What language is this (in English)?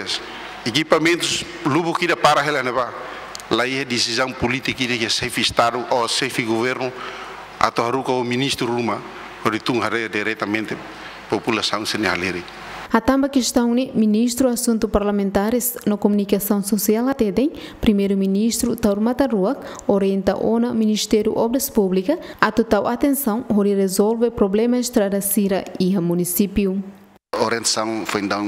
Tetum